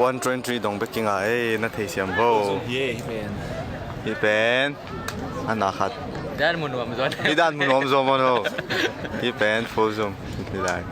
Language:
Tedim Chin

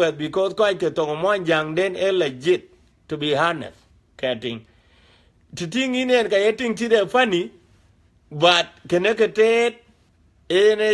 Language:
Dinka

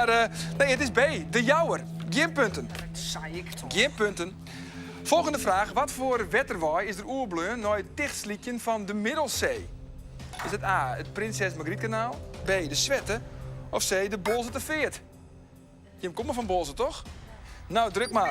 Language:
Western Frisian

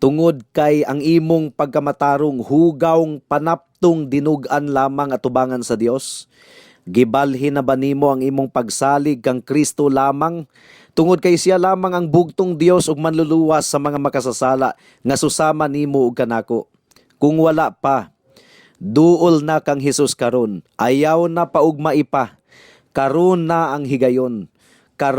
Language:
Cebuano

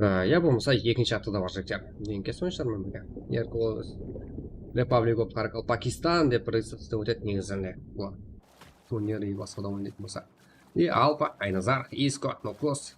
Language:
Kara-Kalpak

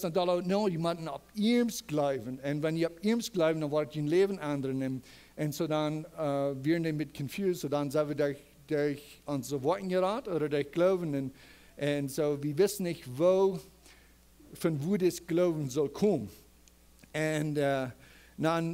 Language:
Plautdietsch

